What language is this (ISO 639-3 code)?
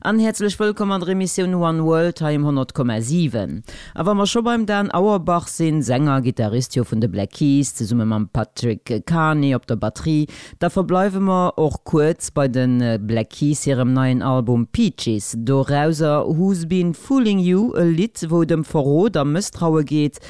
ltz